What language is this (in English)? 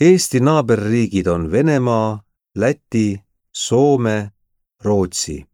Estonian